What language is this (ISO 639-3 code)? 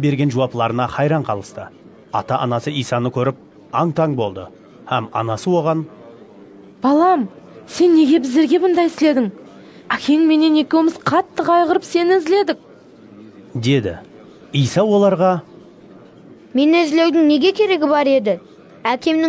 kaa